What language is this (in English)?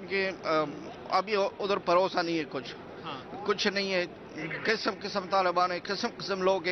Punjabi